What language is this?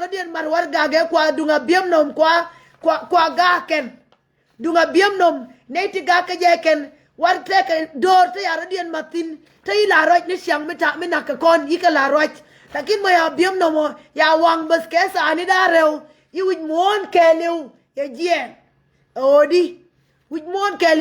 Nuer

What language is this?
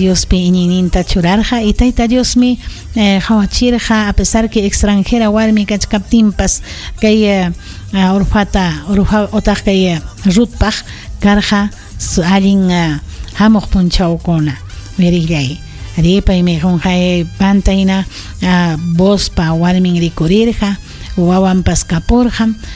Ayacucho Quechua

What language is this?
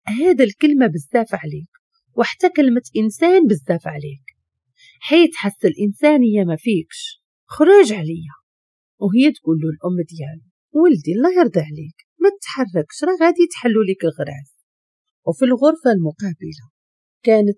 Moroccan Arabic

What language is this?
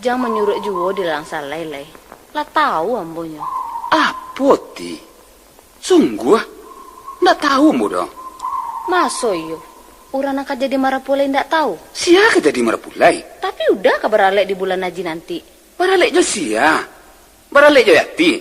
Minangkabau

